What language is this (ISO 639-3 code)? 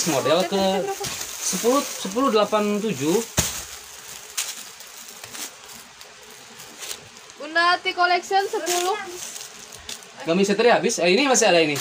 ind